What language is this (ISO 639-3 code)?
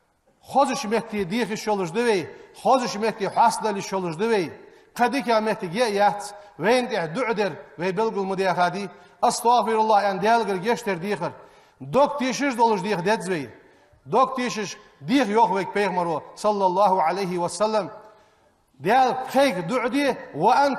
inh